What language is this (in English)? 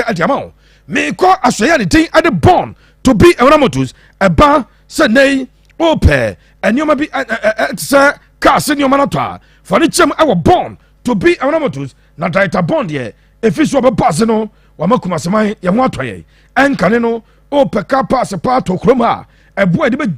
Akan